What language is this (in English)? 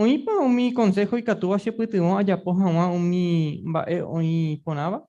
Guarani